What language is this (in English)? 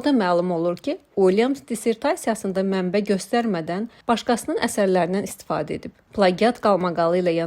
Azerbaijani